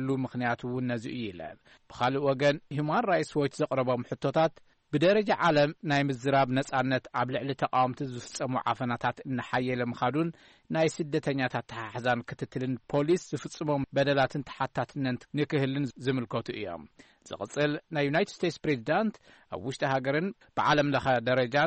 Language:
Tigrinya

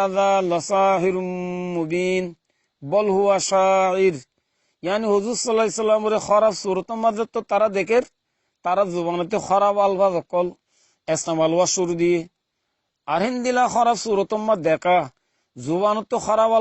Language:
Rohingya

